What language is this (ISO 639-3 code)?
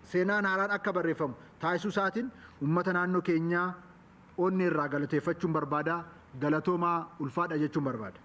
orm